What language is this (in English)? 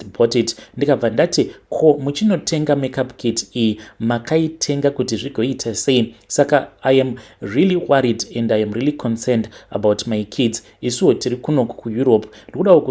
Shona